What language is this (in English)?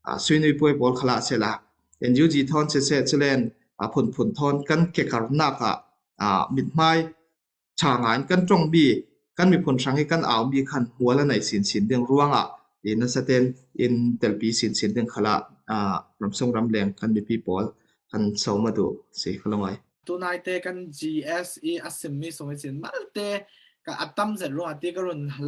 Falam Chin